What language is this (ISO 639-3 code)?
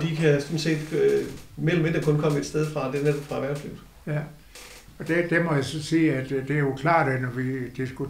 dan